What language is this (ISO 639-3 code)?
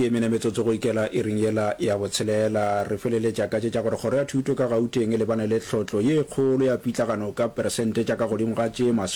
nso